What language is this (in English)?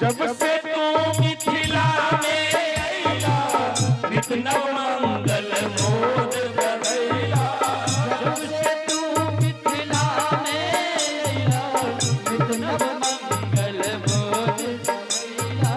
Maithili